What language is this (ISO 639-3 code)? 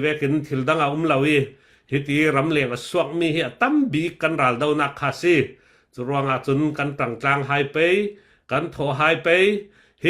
cfm